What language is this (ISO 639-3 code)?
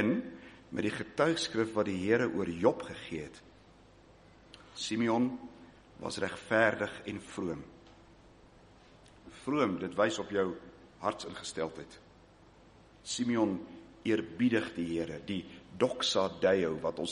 afr